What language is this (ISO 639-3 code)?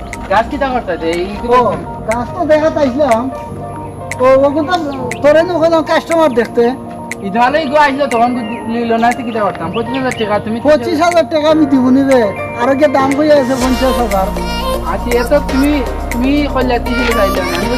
syl